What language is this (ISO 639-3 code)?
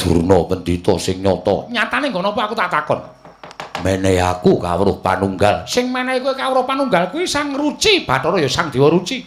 jav